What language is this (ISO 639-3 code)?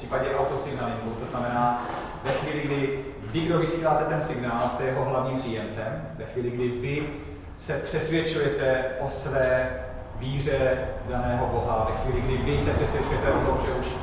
ces